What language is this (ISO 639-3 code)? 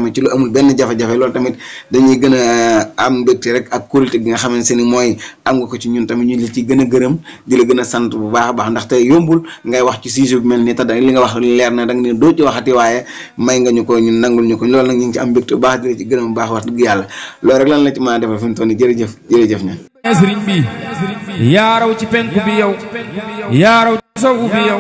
wol